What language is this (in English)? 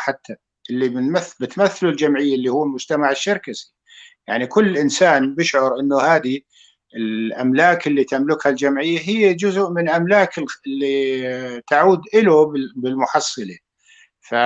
North Levantine Arabic